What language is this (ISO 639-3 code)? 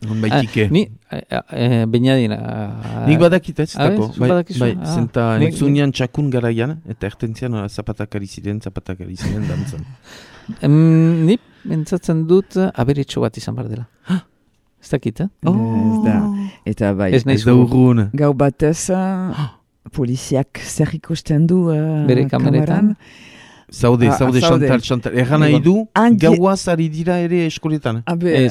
eus